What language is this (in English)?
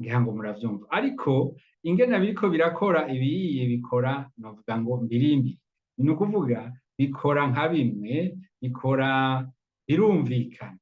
Rundi